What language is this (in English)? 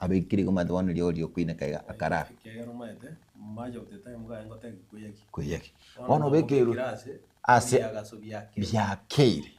Gusii